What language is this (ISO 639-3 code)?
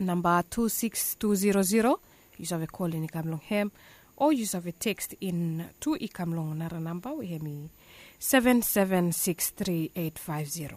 bis